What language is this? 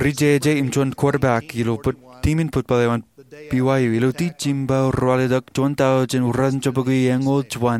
Marshallese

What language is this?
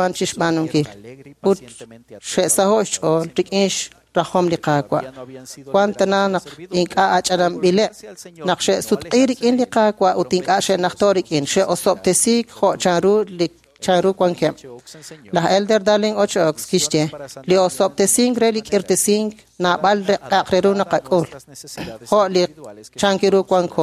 Kekchí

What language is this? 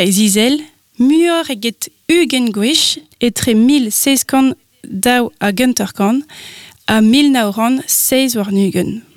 Breton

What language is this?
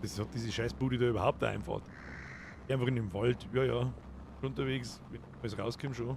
Bavarian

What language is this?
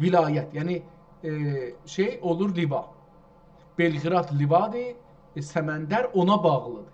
South Azerbaijani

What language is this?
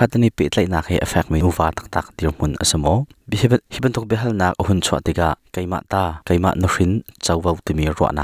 Hakha Chin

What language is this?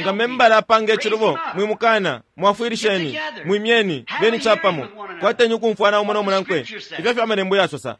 Bemba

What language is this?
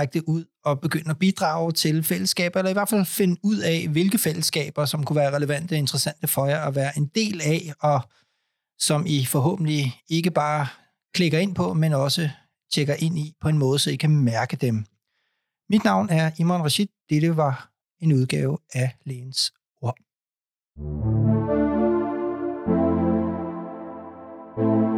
Danish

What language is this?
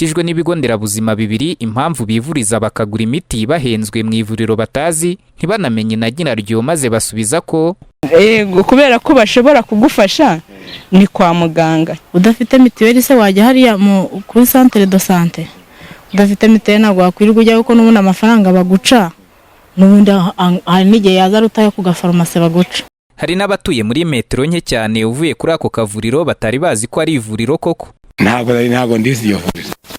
Kinyarwanda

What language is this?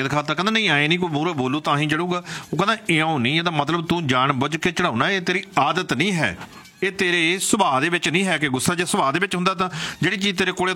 Punjabi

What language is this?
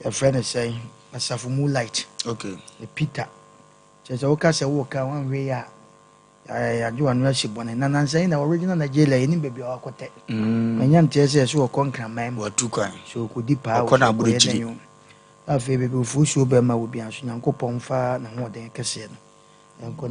Akan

